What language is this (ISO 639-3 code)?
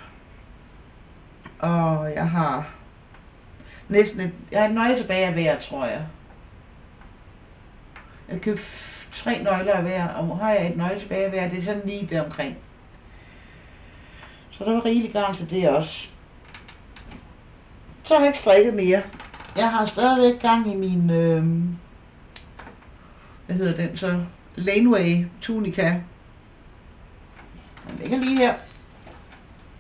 dan